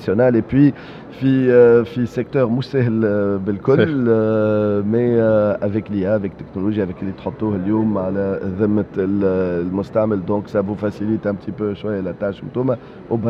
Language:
Tunisian Arabic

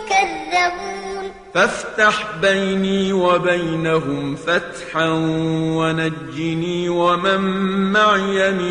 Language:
Arabic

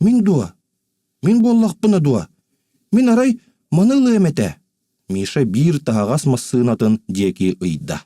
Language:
Yakut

